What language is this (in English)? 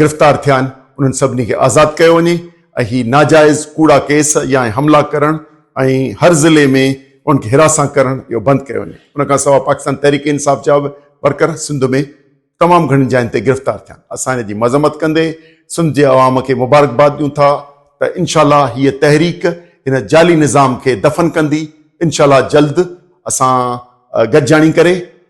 Sindhi